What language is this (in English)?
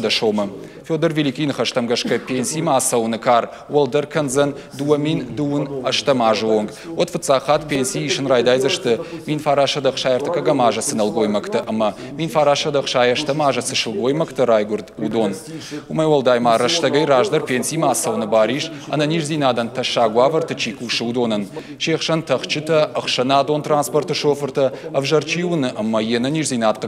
Ossetic